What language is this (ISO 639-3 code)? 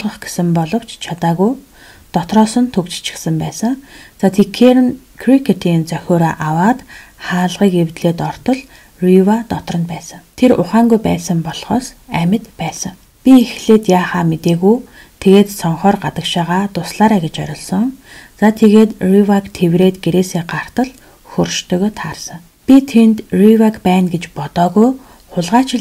mon